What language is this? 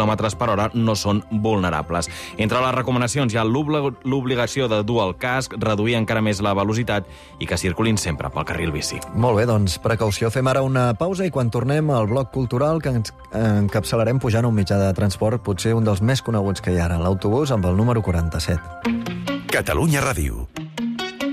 Catalan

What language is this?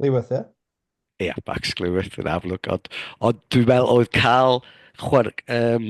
Welsh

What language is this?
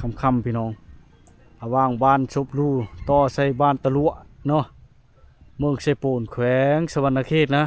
Lao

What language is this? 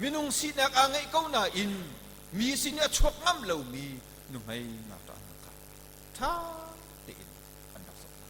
Hakha Chin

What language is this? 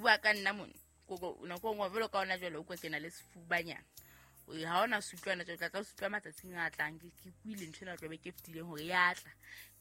Southern Sotho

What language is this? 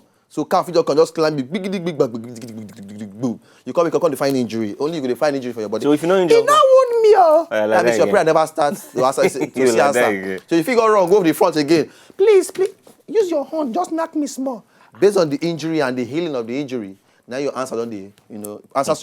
Nigerian Pidgin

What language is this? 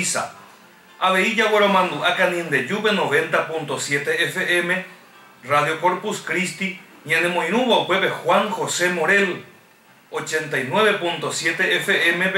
Guarani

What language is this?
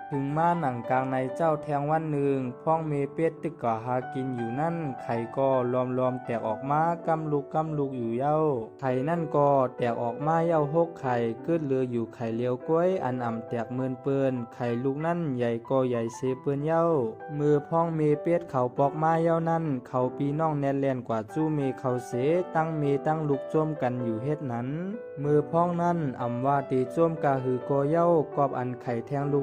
Shan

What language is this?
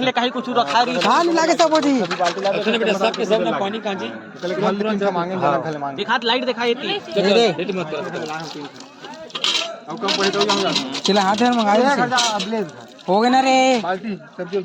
Chhattisgarhi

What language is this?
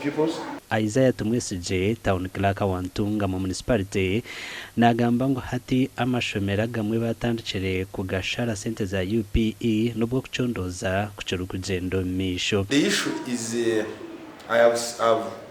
Nyankole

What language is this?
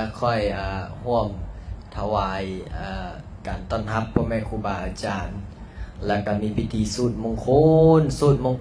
Lao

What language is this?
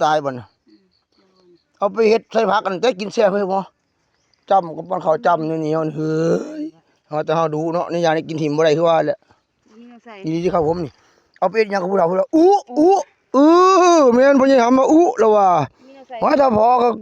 Lao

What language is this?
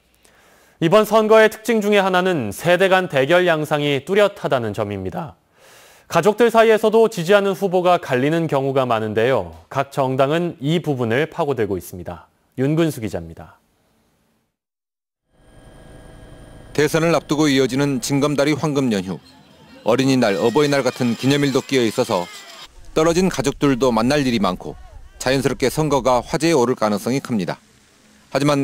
Korean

